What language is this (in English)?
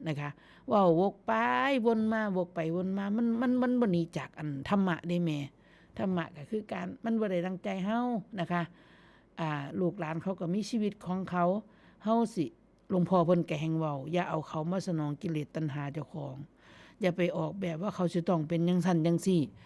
Northeastern Thai